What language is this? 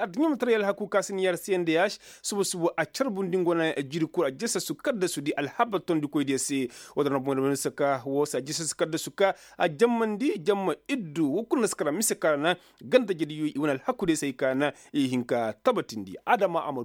Koyraboro Senni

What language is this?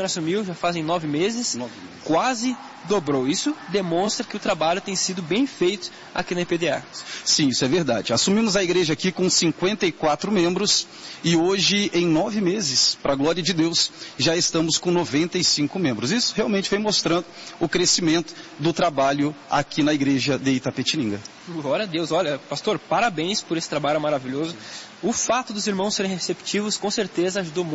Portuguese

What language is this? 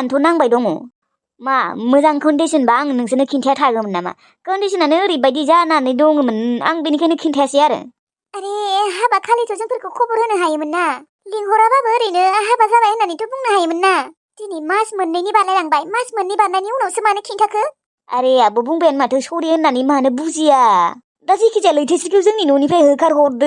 Bodo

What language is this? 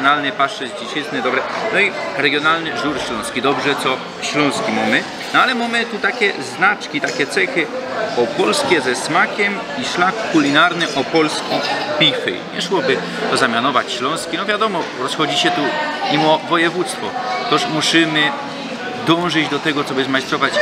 Silesian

